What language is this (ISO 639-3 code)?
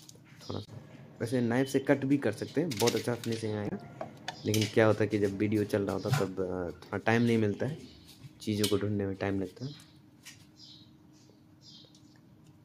hin